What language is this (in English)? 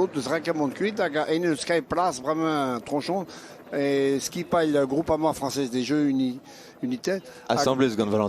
Breton